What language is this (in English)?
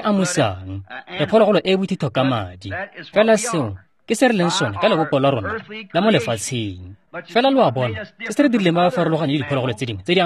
Tswana